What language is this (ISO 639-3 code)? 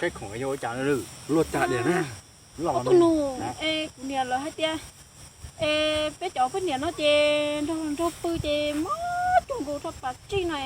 hmn